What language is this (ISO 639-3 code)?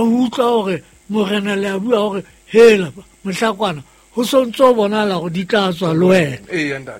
sot